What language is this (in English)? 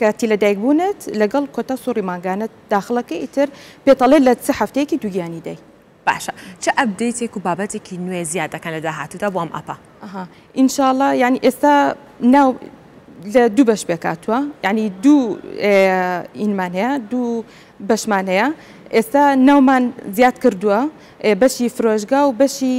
Central Kurdish